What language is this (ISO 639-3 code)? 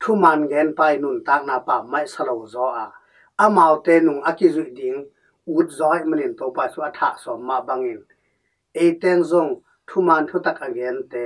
ctd